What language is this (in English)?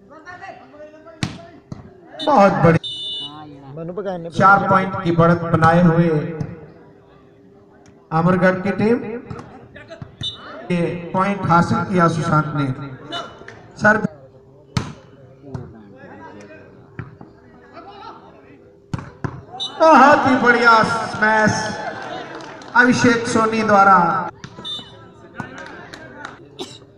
Hindi